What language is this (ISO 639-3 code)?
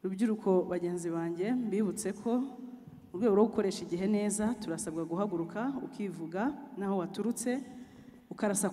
kin